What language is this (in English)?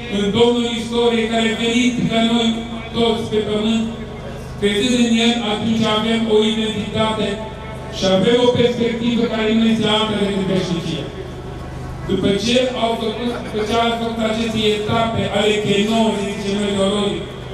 Romanian